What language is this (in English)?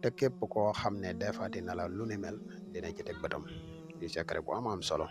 Wolof